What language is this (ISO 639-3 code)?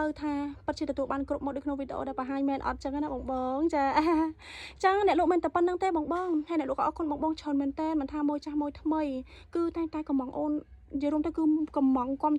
khm